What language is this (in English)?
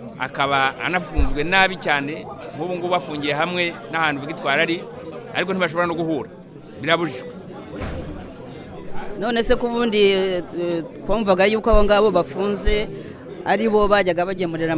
Kinyarwanda